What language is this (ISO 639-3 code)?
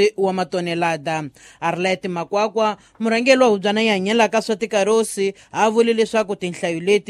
tso